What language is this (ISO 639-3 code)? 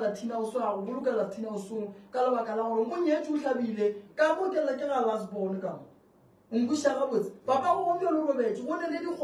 nso